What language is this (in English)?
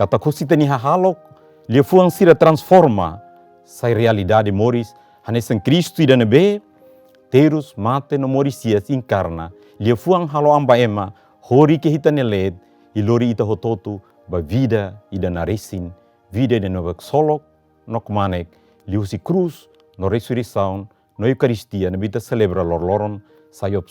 Tetum